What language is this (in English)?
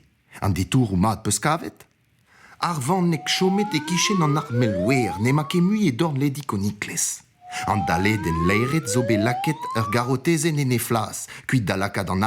Breton